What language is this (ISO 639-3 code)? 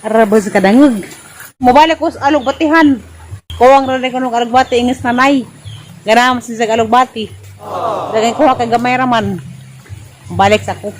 ceb